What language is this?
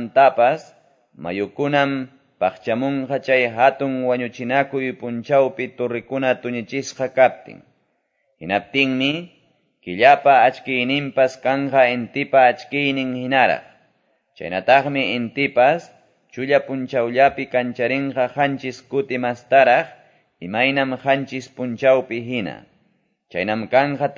Quechua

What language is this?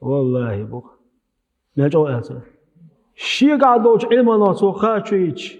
Chechen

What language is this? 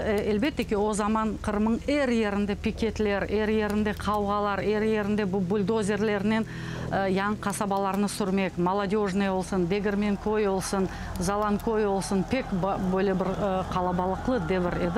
Crimean Tatar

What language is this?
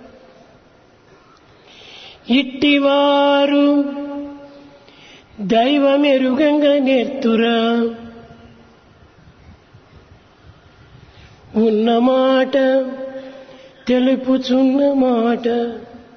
Telugu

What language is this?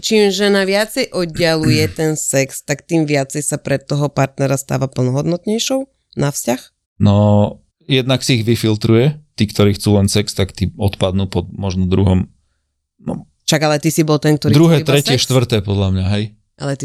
Slovak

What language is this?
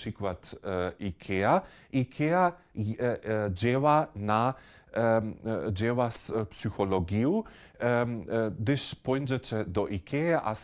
Upper Sorbian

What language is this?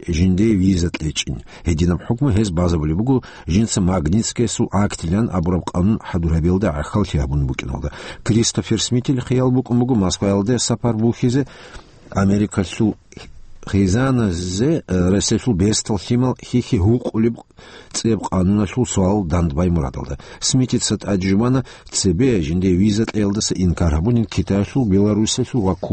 Avaric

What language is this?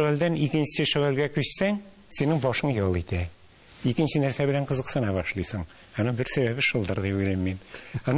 Tatar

